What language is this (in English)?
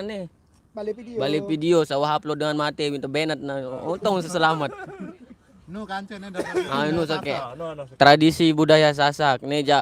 Sasak